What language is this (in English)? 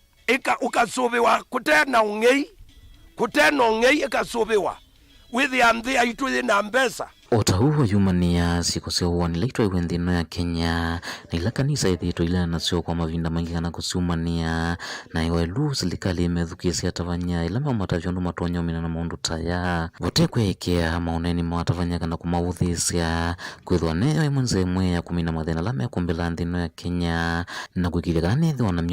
Kamba